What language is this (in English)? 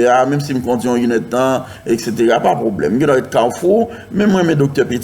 Haitian Creole